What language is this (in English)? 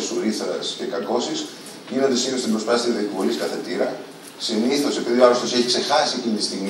Greek